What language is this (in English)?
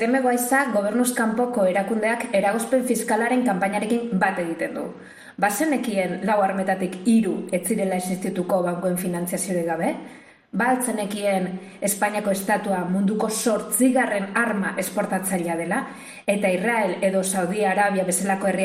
Basque